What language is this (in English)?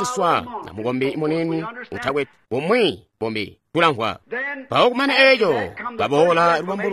Tonga (Zambia)